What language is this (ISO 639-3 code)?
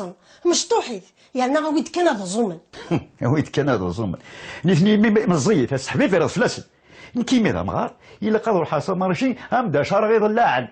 kab